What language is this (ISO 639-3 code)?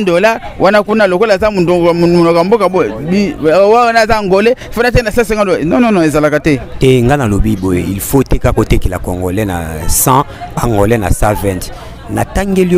lin